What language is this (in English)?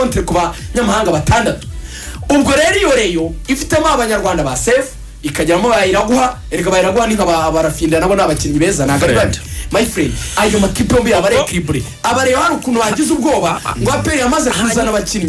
Kinyarwanda